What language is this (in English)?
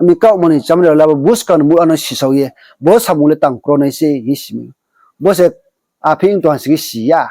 Riang (India)